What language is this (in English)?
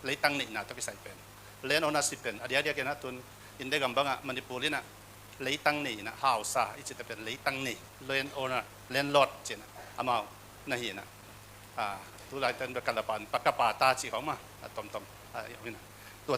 Tedim Chin